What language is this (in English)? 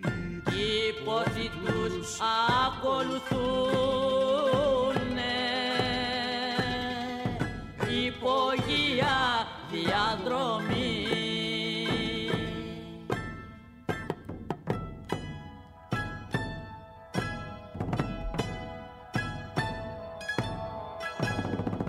Greek